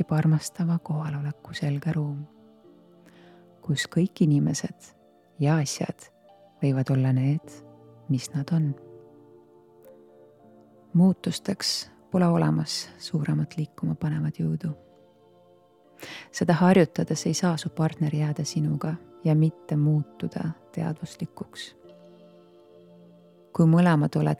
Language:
Estonian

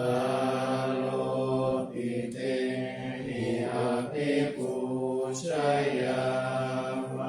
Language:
Pali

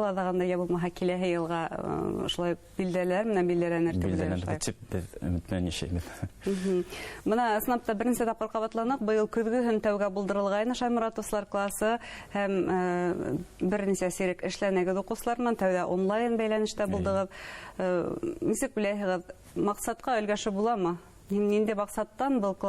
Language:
Bashkir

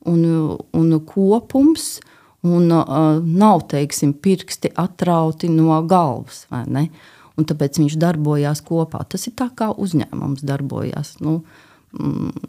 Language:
Latvian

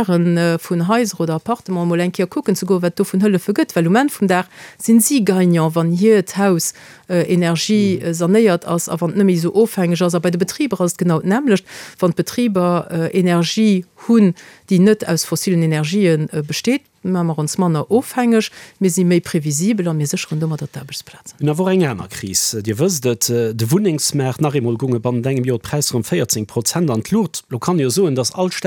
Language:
Luxembourgish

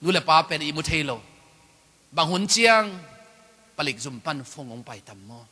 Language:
Tedim Chin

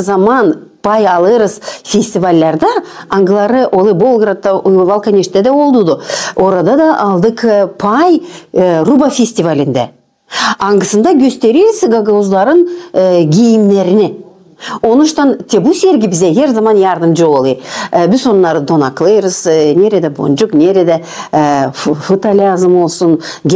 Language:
Gagauz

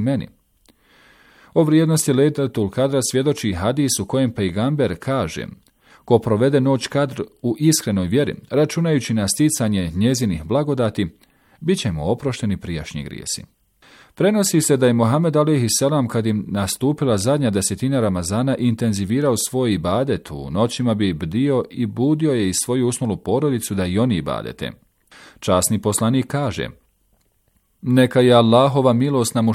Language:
Bosnian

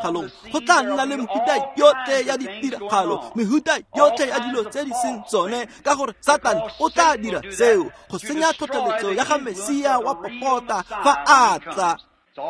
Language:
Tswana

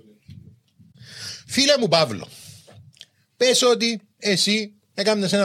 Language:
Greek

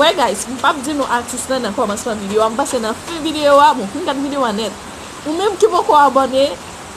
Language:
Haitian Creole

